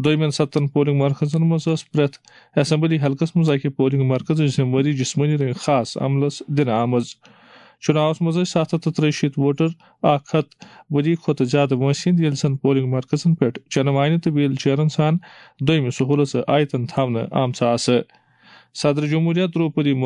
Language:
Kashmiri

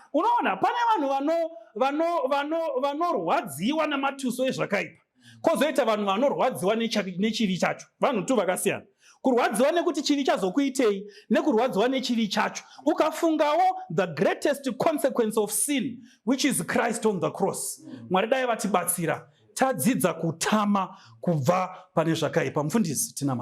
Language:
Shona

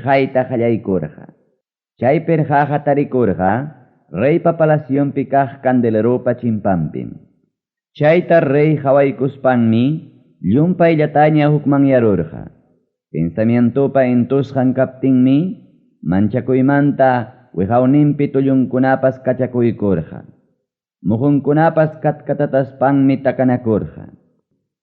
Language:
Ayacucho Quechua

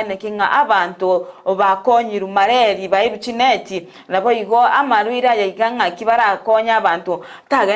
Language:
Gusii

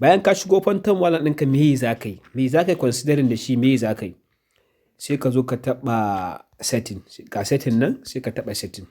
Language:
Hausa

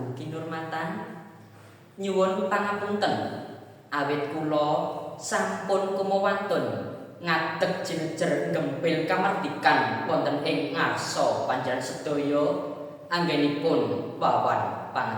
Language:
Javanese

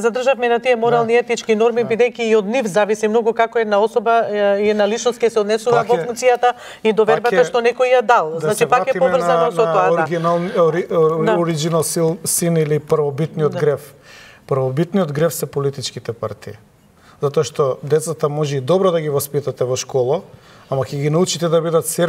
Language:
Macedonian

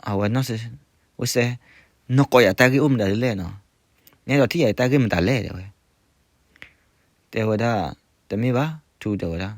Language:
S'gaw Karen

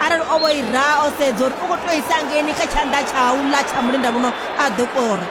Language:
Venda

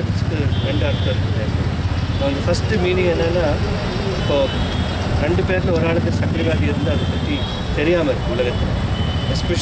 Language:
Tamil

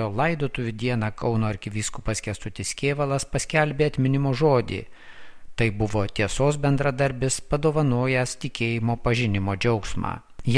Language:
Lithuanian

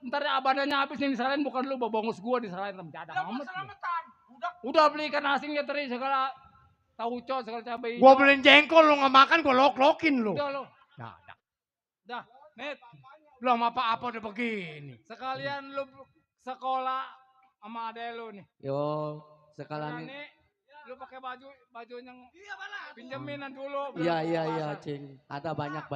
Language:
Betawi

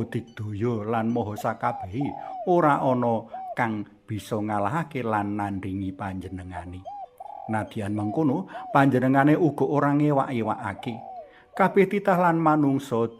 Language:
Javanese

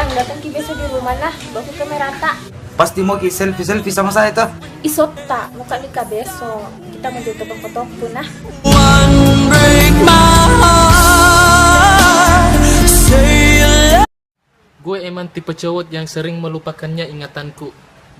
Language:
Makassar Malay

